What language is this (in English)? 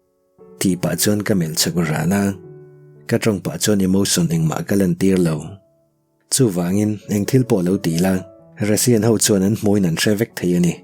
Mizo